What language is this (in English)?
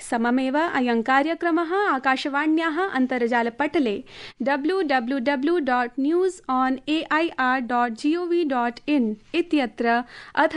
Sanskrit